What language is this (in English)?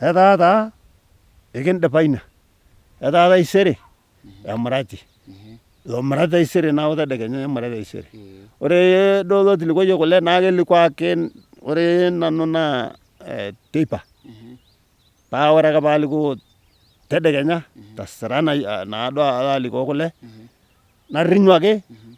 Masai